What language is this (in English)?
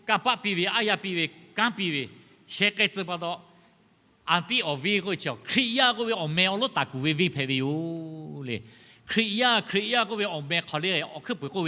Lahu